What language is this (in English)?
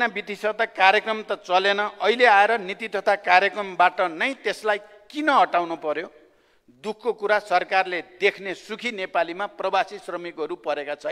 Nepali